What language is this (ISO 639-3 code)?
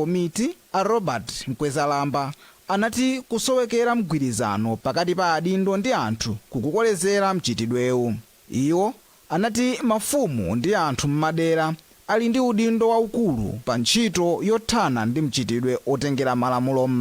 nya